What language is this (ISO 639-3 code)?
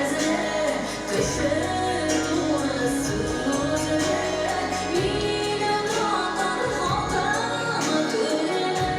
tat